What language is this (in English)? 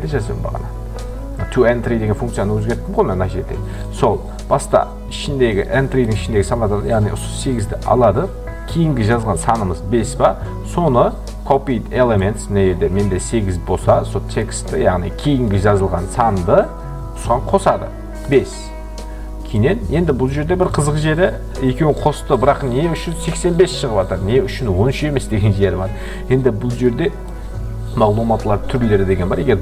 Kara-Kalpak